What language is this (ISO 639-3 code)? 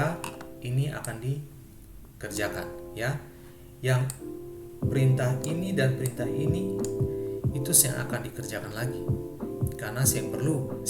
abs